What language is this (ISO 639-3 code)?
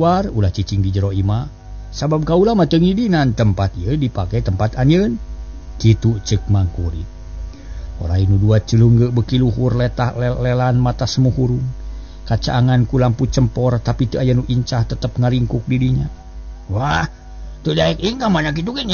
sun